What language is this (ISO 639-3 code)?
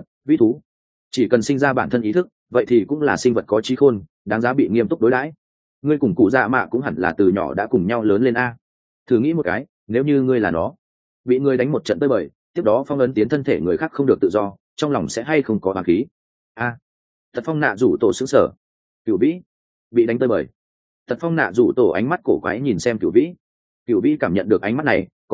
vie